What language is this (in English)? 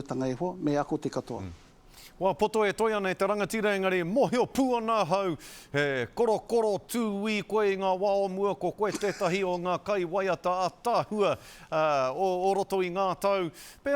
Māori